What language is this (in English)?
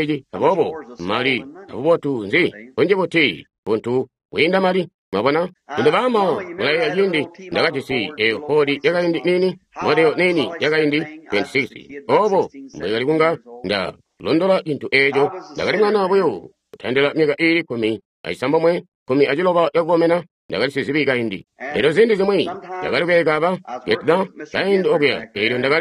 Tonga (Zambia)